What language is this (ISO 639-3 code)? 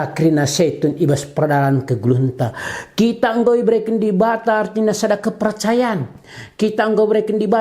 btx